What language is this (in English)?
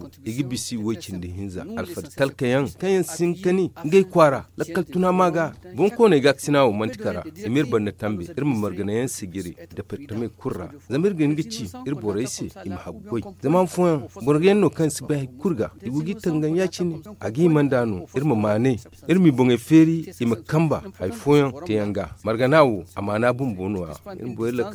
Zarma